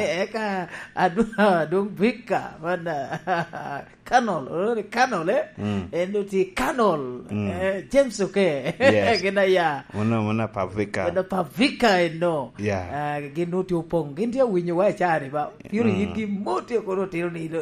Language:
Lango (Uganda)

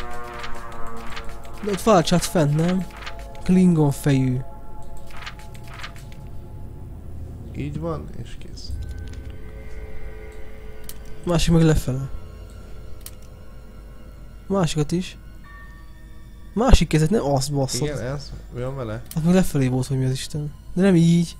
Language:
Hungarian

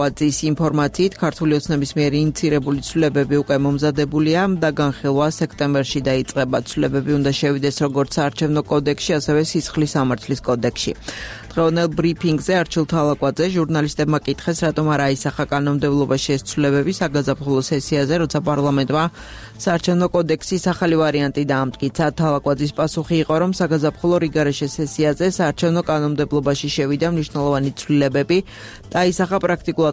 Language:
Georgian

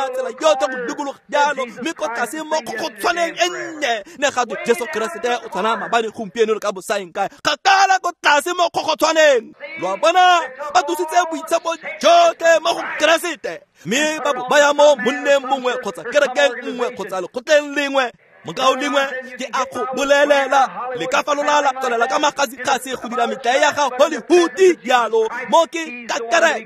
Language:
Tswana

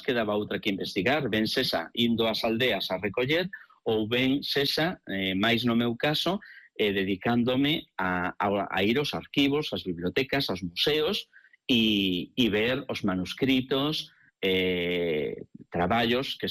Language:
Galician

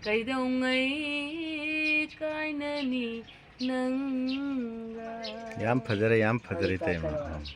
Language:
Manipuri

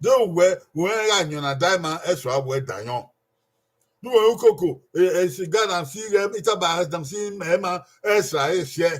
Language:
Bini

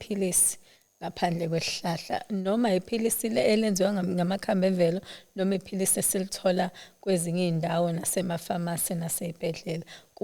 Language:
Zulu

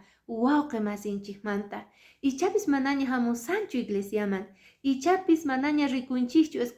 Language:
Quechua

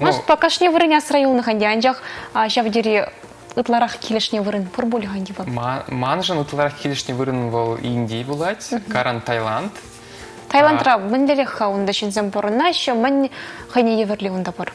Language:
Chuvash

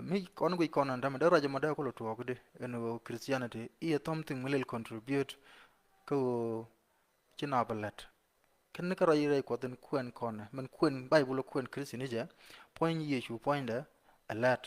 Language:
Nuer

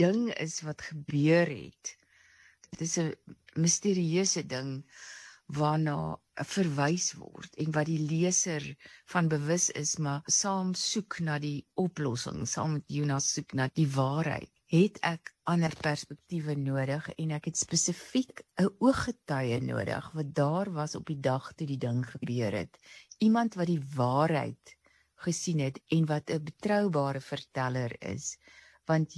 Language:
Afrikaans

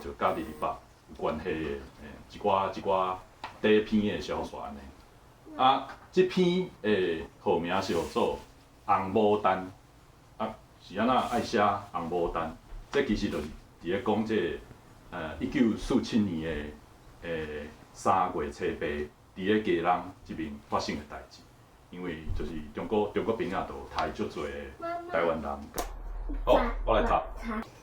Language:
Min Nan Chinese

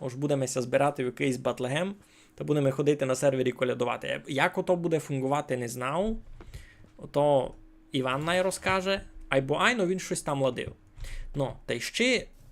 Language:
Rusyn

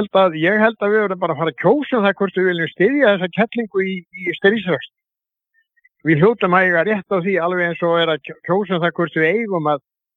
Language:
Icelandic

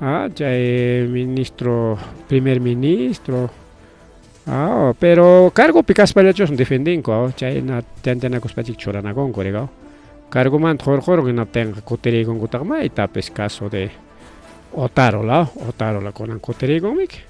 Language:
Ayacucho Quechua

